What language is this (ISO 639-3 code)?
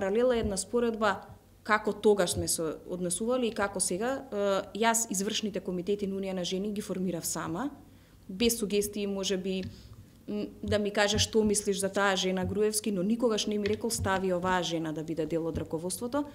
mkd